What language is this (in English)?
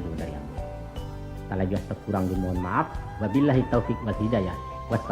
Minangkabau